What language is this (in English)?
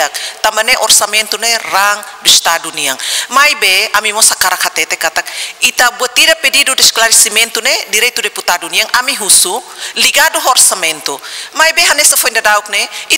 Tetum